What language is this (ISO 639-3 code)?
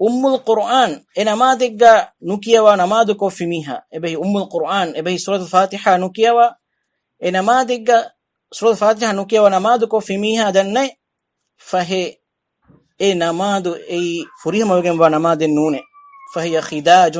div